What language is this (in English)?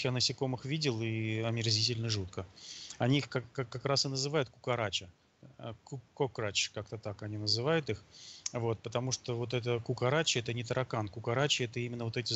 Russian